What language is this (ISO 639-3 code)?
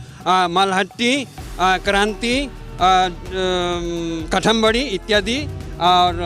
sck